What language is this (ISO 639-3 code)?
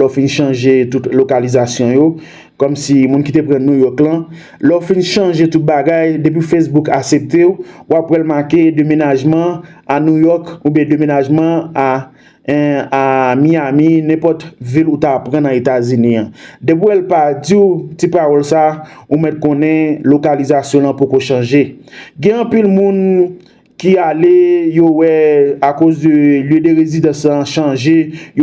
hat